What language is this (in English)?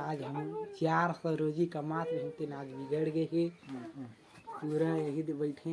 Chhattisgarhi